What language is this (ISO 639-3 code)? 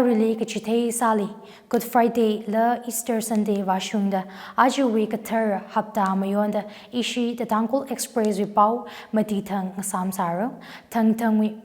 nmf